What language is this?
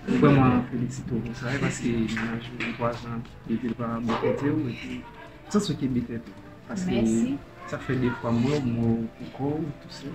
Haitian Creole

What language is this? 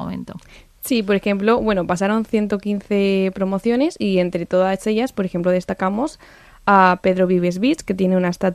Spanish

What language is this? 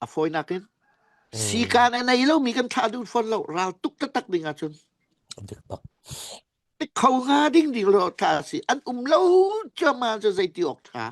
Falam Chin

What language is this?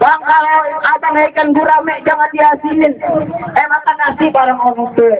Betawi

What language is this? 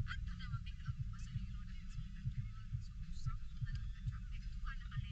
Cebuano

